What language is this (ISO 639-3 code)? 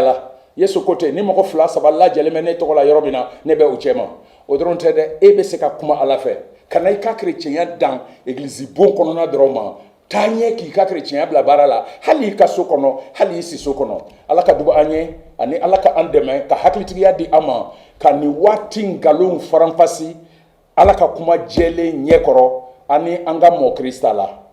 bam